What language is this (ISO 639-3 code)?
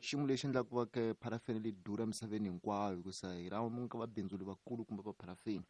tso